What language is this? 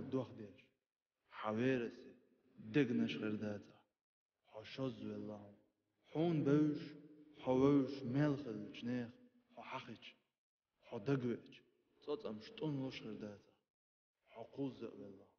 Chechen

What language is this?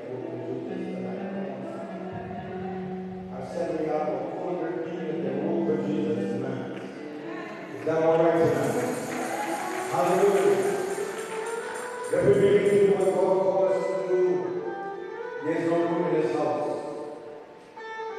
English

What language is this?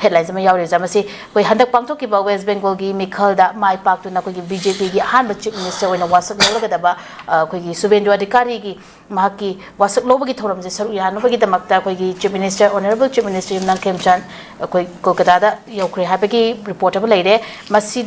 Manipuri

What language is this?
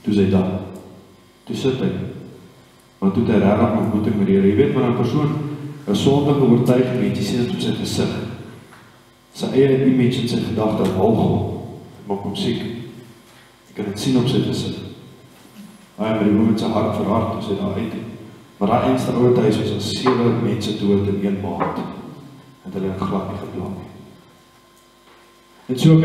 Afrikaans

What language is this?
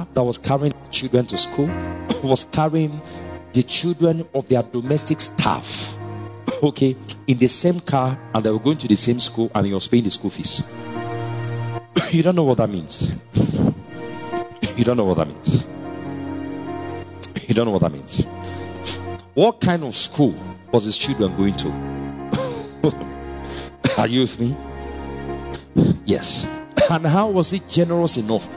English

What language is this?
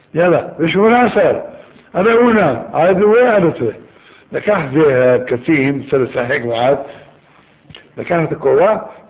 Hebrew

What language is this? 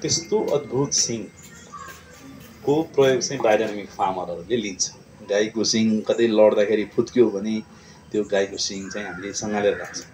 Nepali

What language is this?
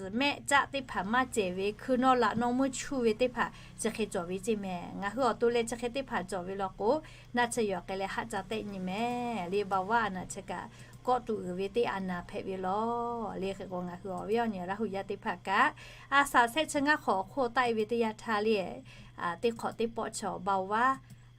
Lahu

